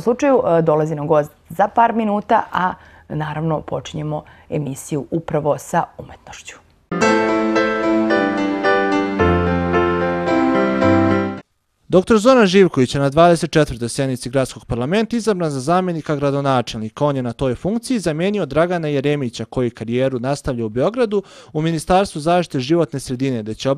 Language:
Serbian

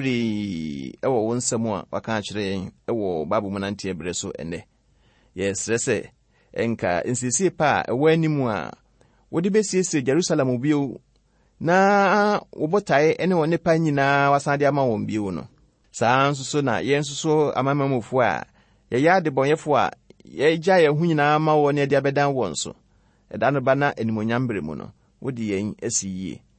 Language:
Akan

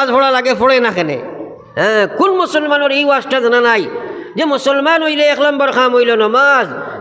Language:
Sylheti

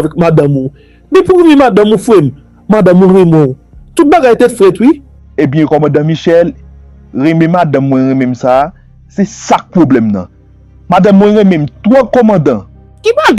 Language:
Haitian Creole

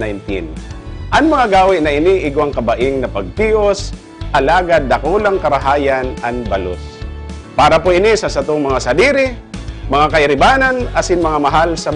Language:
Bikol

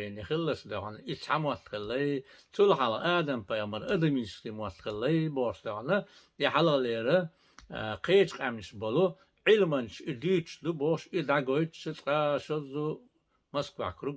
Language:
Chechen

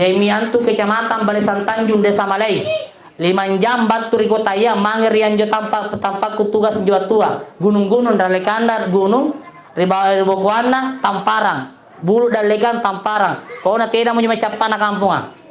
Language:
Makasar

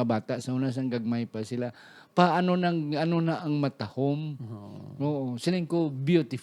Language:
Hiligaynon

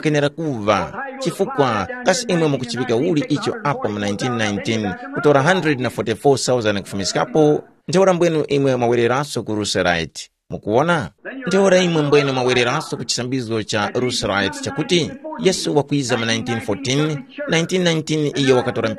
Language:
Tumbuka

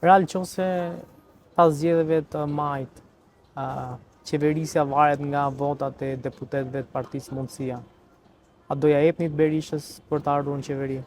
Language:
Albanian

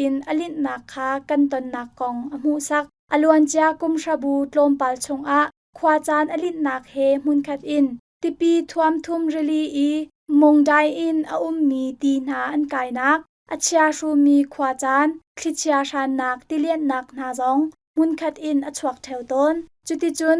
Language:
Hakha Chin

